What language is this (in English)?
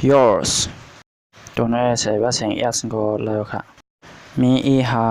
Shan